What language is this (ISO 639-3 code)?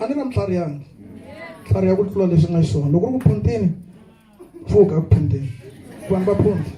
tso